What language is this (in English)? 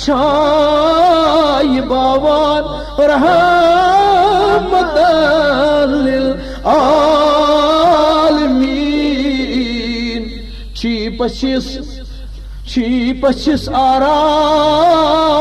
Kashmiri